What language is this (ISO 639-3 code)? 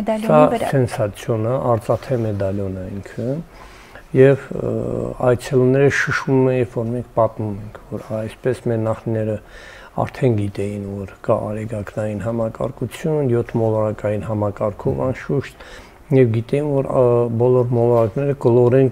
hye